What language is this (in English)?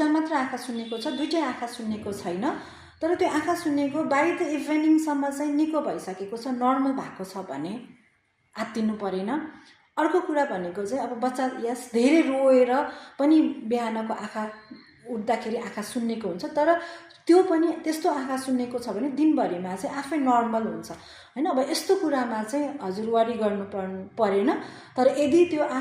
Nepali